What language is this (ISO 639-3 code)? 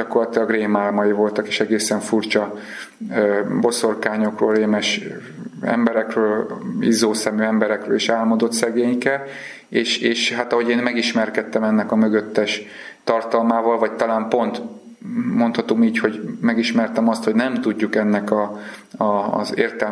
hun